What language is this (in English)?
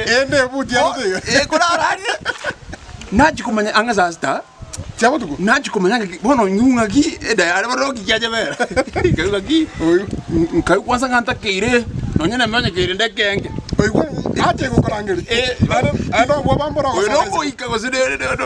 Gusii